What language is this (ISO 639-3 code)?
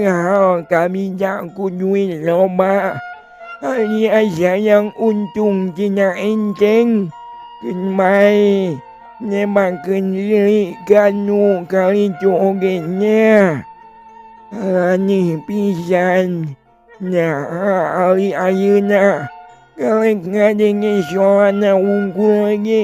sun